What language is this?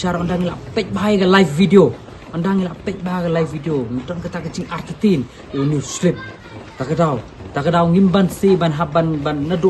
Khasi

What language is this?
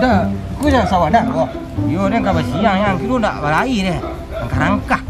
Minangkabau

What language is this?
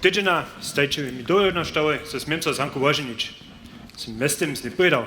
Upper Sorbian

